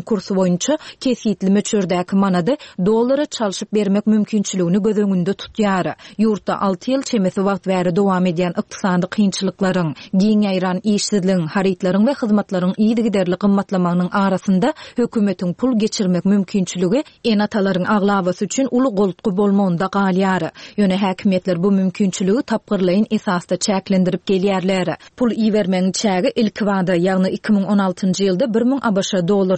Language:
Turkmen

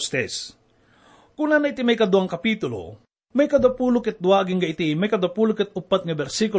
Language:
Iloko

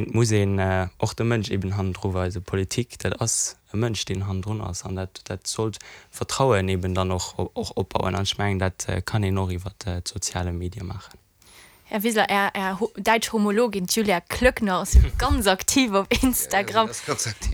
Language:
Luxembourgish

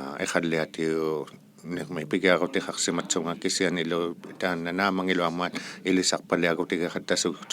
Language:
Inuktitut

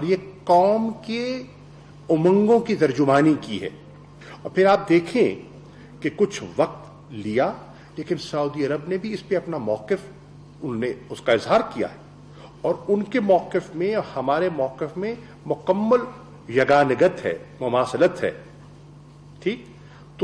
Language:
Urdu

